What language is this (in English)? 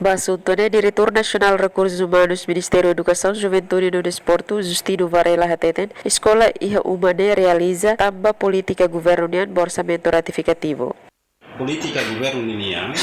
Tetum